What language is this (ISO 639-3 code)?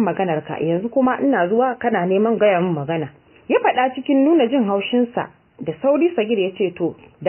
hau